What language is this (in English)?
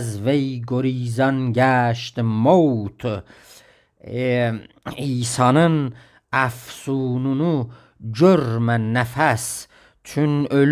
South Azerbaijani